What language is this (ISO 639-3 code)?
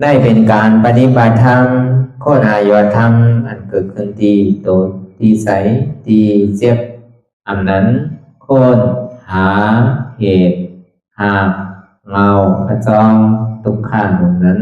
shn